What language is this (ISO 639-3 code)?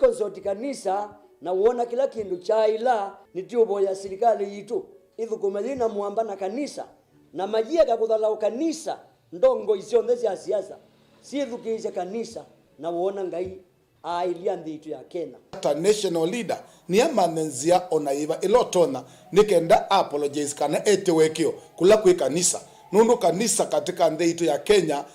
kam